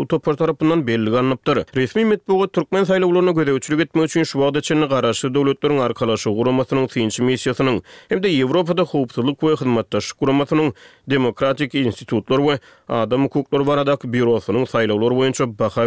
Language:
Turkmen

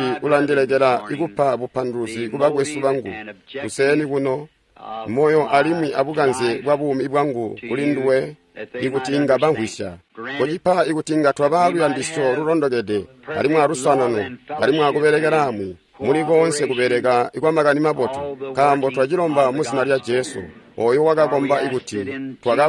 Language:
Tonga (Zambia)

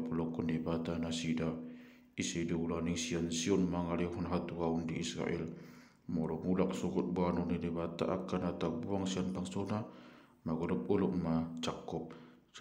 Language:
Batak Toba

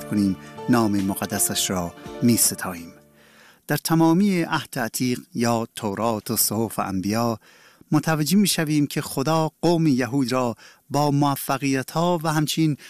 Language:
Persian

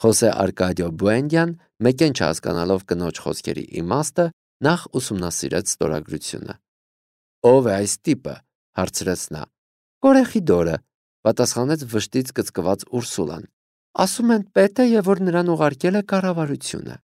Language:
Armenian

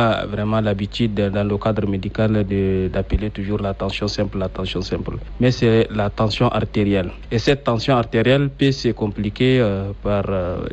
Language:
French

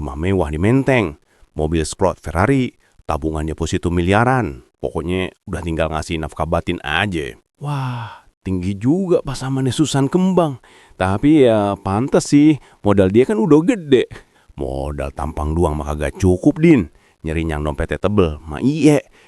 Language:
Betawi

